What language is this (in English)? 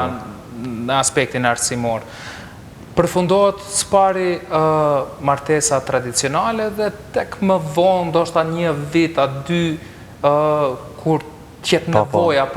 Albanian